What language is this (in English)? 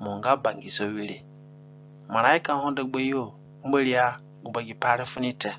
Zande (individual language)